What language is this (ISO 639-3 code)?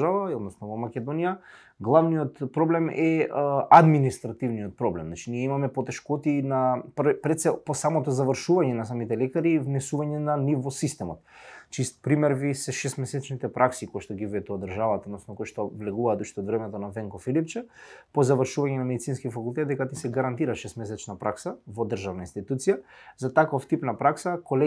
mkd